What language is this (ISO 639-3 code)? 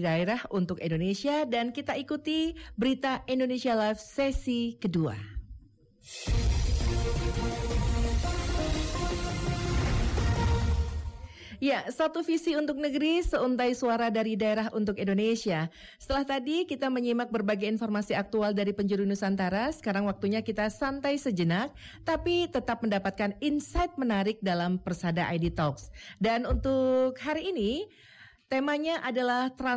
ind